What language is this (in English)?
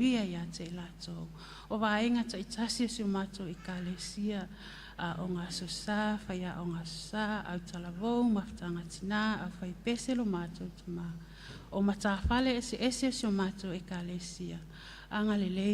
Samoan